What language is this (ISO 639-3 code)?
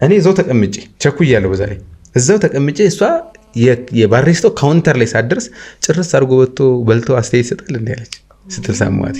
amh